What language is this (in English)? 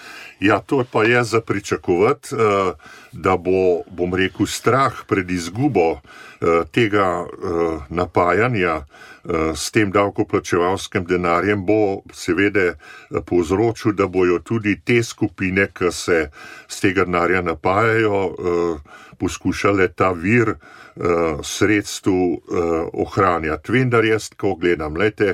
Slovenian